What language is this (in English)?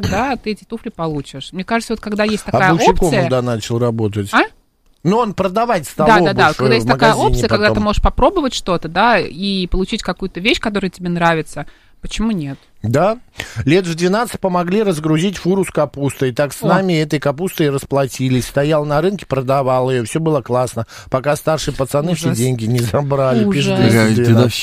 Russian